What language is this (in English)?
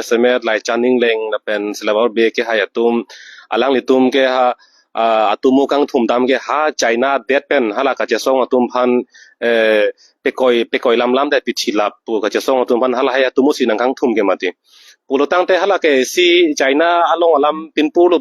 Karbi